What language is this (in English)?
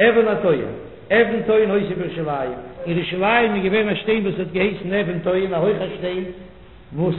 Yiddish